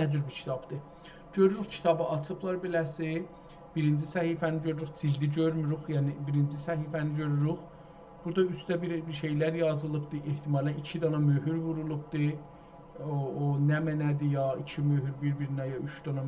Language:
South Azerbaijani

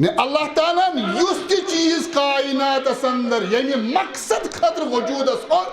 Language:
Kashmiri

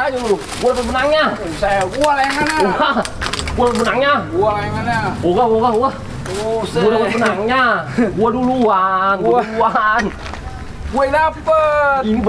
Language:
Betawi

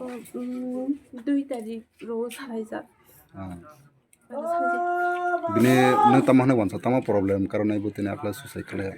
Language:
Kok Borok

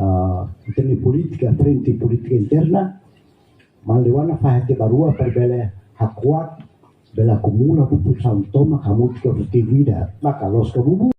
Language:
Tetum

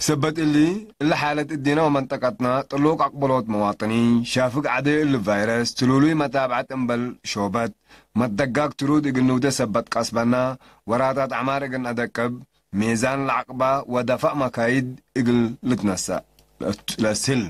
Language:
Tigre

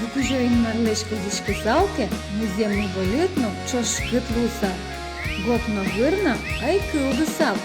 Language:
Udmurt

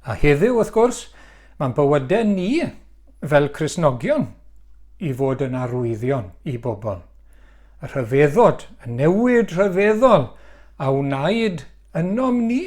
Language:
Welsh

